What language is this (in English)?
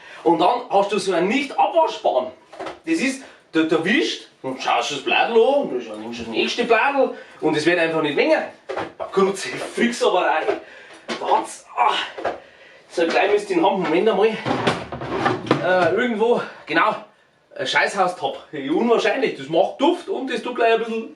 Bavarian